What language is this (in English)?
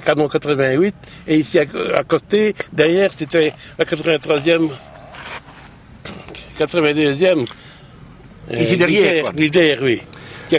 French